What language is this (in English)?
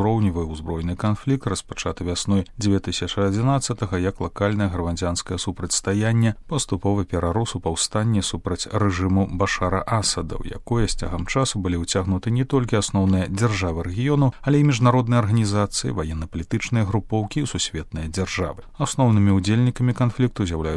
Belarusian